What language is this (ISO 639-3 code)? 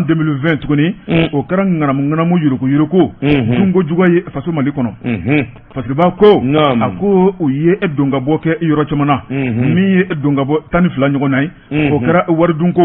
bam